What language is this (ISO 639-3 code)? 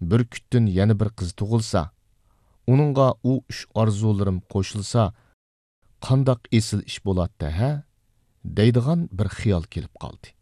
uig